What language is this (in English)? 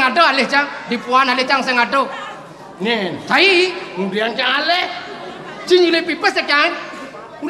Balinese